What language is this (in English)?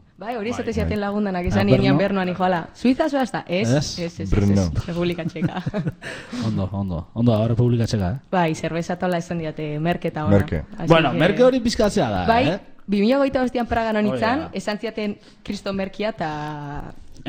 Basque